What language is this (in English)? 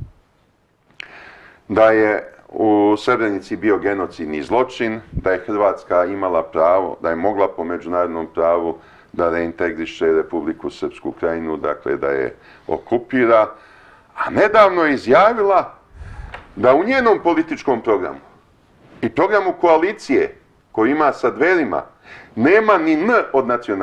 Serbian